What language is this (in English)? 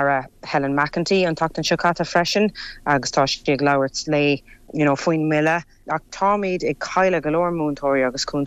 Irish